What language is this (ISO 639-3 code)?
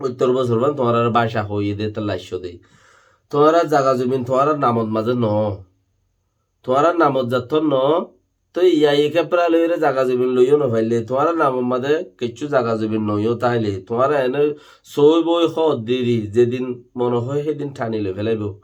rhg